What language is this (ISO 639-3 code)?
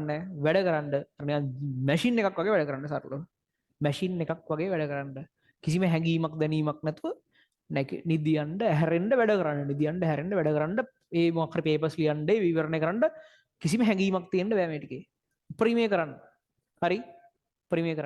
sin